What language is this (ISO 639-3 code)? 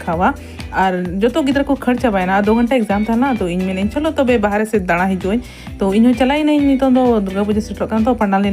sat